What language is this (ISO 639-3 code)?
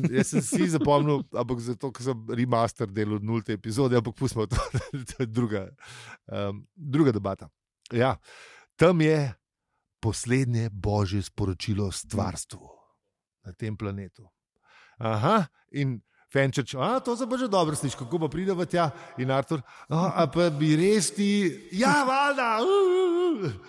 slv